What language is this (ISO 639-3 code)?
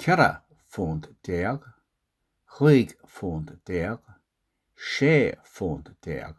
gle